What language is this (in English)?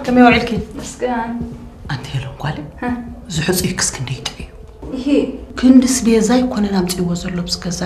Tigrinya